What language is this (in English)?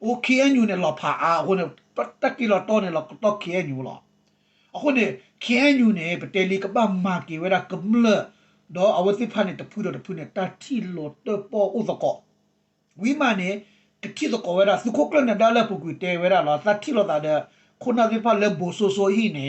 S'gaw Karen